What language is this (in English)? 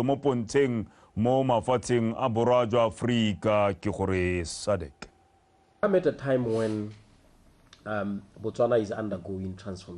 Tswana